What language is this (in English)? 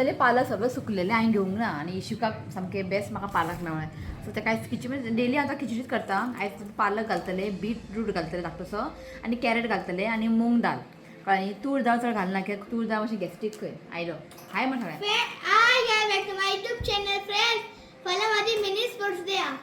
Konkani